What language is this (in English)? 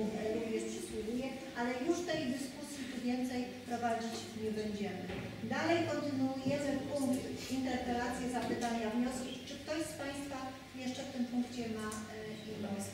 Polish